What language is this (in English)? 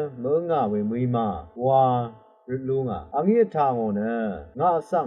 Rawang